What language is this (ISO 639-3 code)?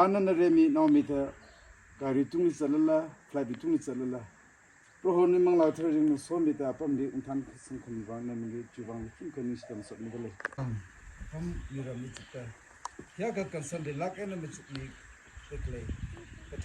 nmf